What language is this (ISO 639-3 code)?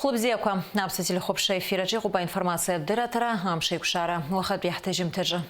abk